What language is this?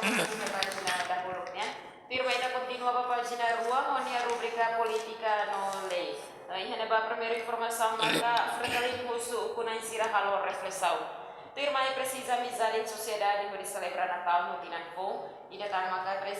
Tetum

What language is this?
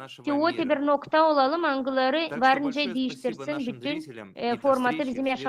Gagauz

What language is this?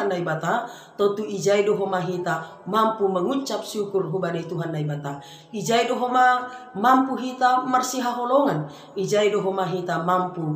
Batak Simalungun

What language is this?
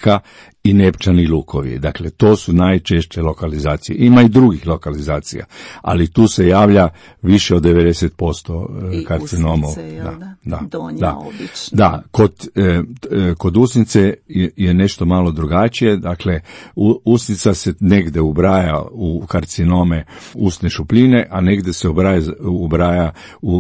Croatian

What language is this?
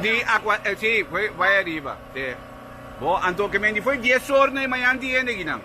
Papiamento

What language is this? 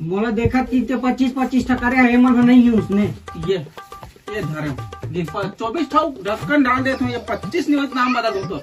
Chhattisgarhi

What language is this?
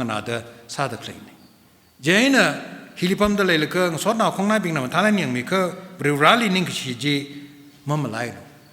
Tangkhul Naga (India)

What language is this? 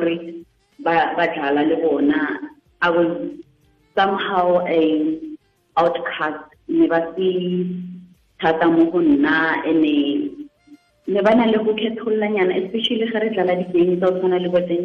Tswana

